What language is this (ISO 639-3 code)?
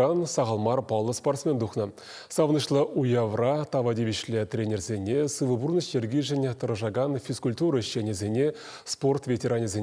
chv